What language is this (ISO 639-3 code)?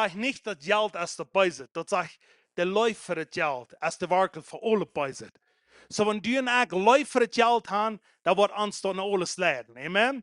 pdt